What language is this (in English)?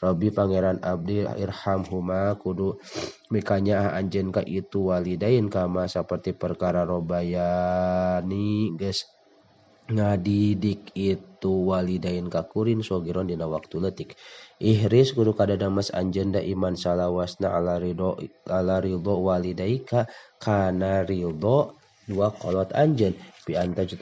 Sundanese